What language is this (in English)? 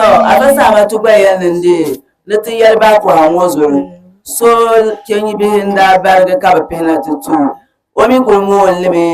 Dagbani